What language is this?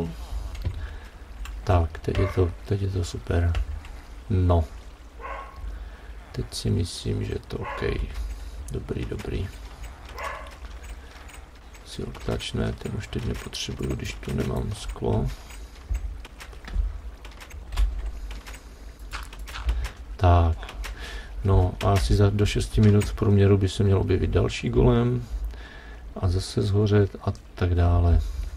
Czech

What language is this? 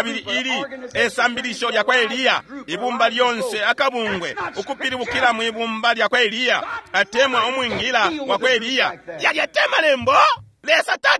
Bemba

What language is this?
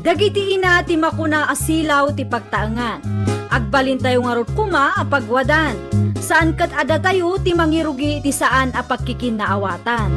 Iloko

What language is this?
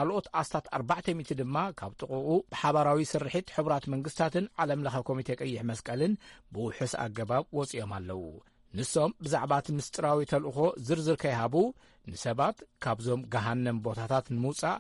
Tigrinya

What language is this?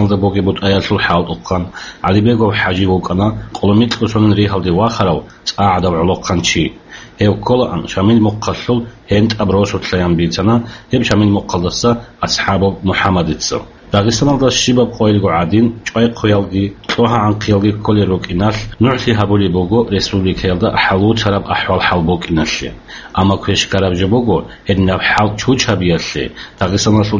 Avaric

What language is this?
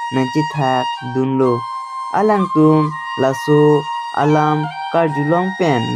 Karbi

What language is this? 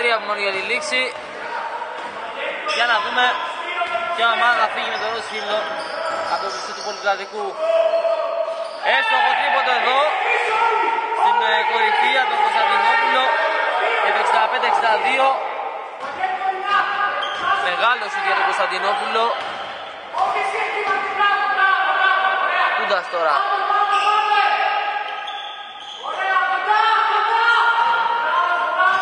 Greek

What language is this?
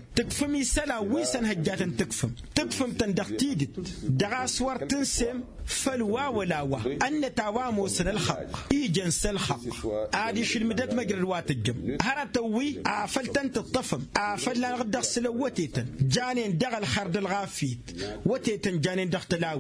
Tamasheq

